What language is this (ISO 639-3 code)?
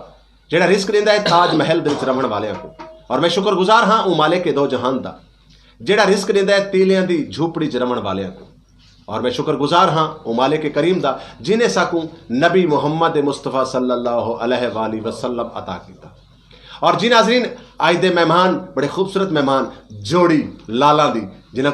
skr